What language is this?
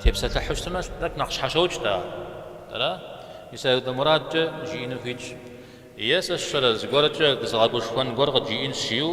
Kabardian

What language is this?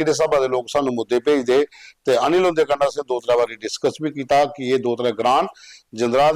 Dogri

